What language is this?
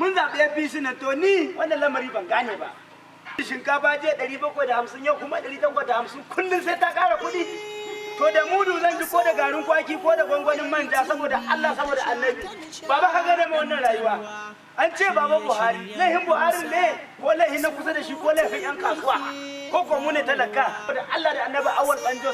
Hausa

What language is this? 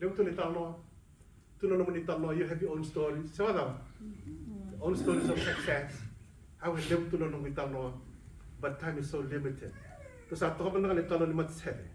Fijian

